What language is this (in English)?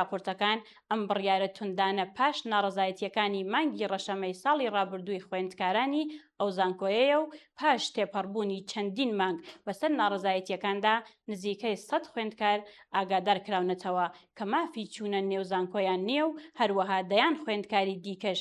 Central Kurdish